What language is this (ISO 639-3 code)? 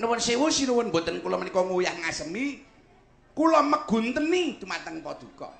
jav